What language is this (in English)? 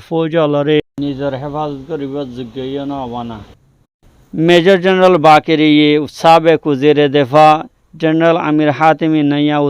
Rohingya